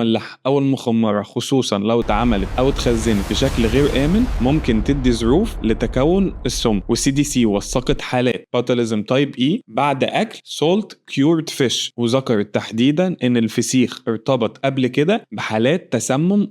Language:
Egyptian Arabic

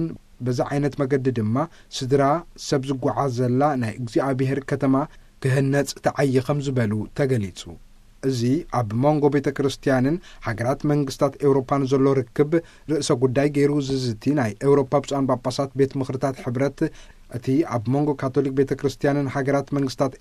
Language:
Tigrinya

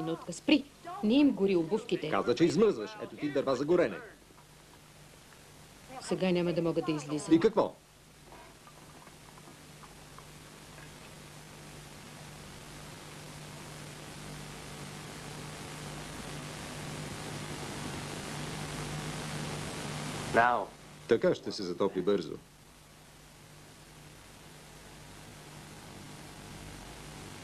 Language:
Bulgarian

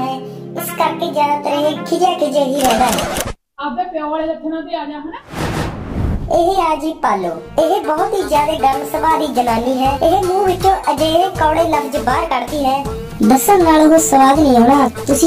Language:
Punjabi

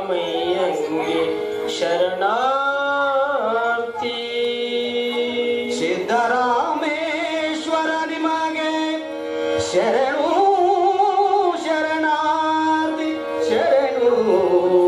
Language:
Kannada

